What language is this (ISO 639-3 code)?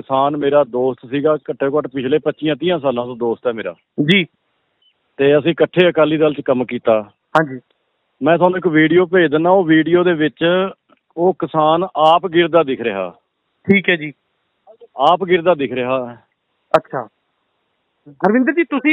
pan